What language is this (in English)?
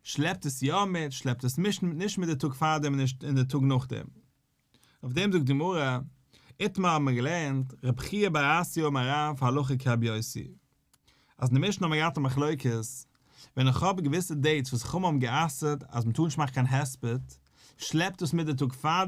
Yiddish